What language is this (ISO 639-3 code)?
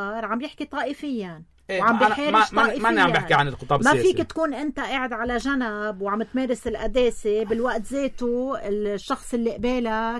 apc